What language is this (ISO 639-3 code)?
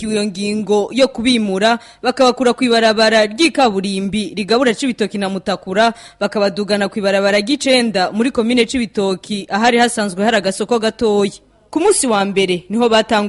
run